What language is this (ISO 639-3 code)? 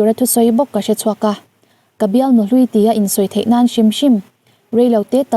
lus